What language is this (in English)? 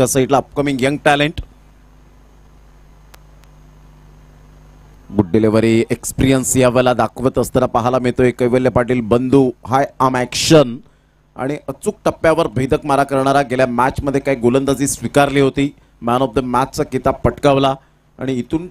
Marathi